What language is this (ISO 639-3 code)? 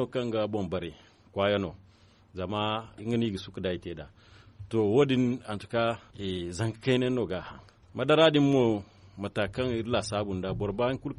dje